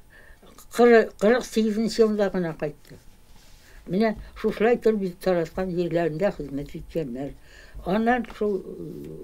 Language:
Tatar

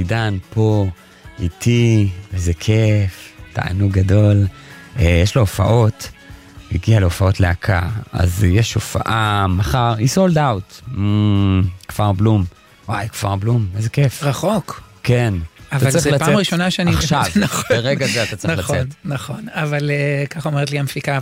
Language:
Hebrew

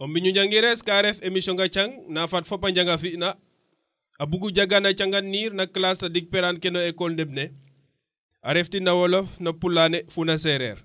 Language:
Serer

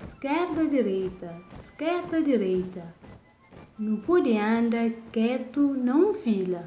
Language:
Kabuverdianu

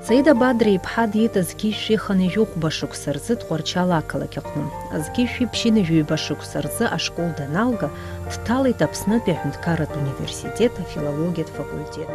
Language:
Abkhazian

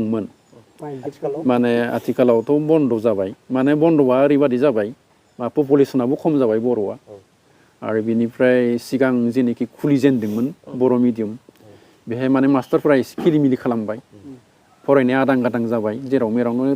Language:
Bodo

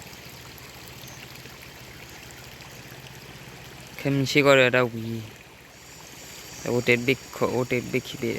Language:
S'gaw Karen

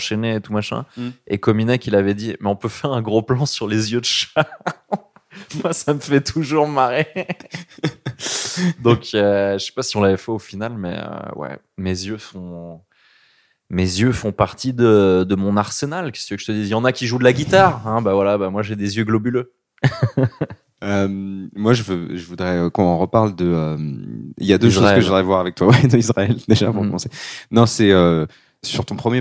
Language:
French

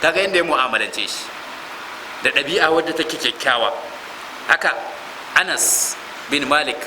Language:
Hausa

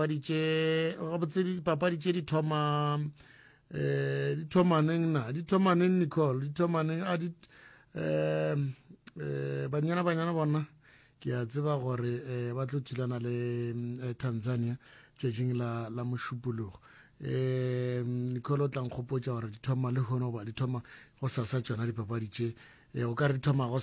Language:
Northern Sotho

